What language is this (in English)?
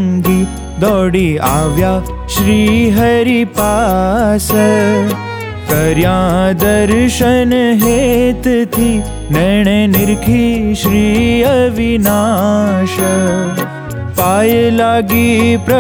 Gujarati